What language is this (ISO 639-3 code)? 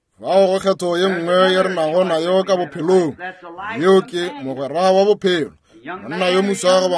nso